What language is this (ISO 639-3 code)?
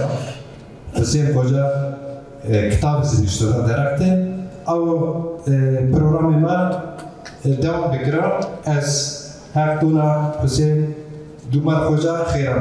zza